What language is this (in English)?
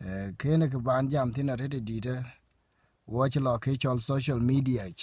Dinka